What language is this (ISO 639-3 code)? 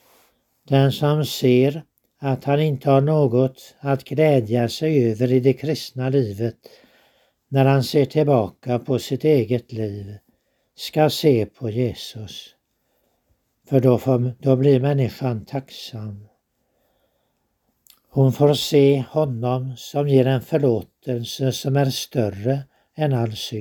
swe